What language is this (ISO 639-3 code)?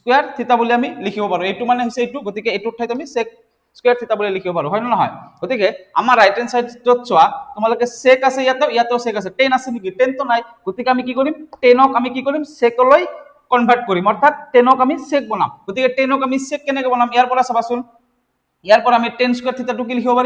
asm